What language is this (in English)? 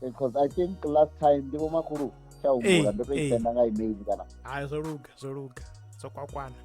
Venda